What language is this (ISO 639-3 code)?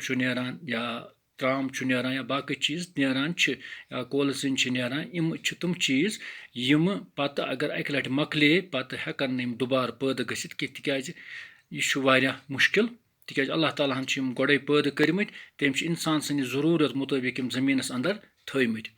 kas